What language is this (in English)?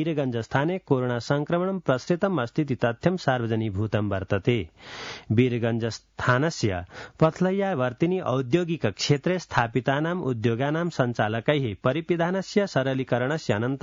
Sanskrit